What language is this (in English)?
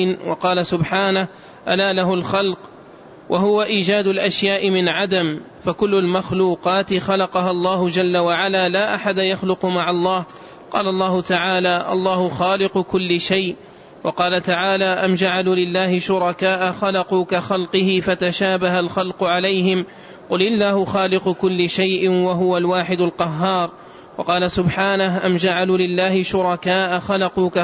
Arabic